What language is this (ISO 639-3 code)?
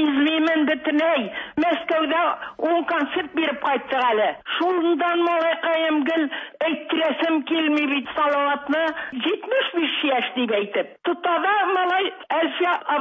tat